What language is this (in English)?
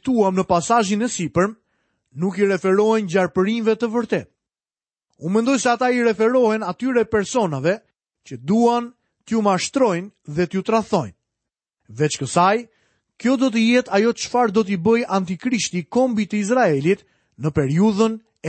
Albanian